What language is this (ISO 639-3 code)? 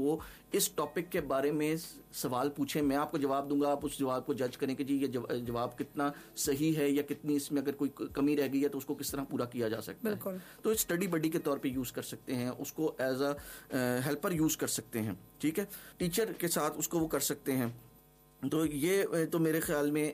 urd